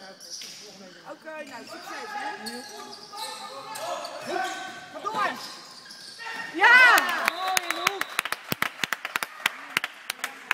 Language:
Dutch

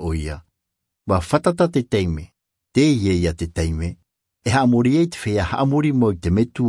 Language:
Tahitian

